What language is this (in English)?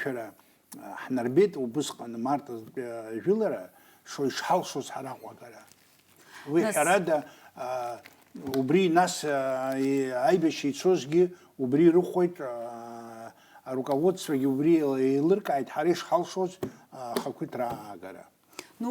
Abkhazian